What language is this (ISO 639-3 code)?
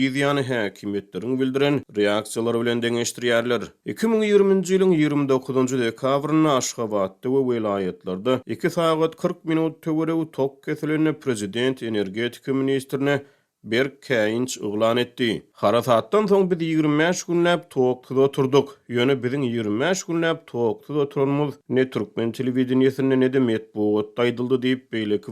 tuk